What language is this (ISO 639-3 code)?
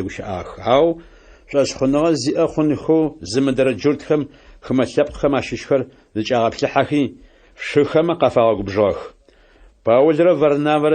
ady